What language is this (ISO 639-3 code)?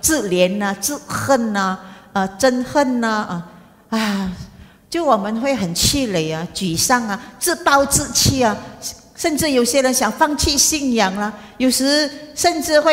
zho